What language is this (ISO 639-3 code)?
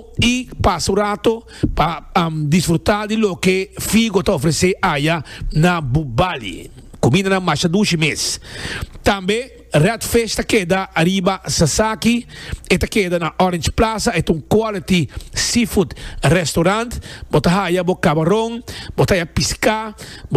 pap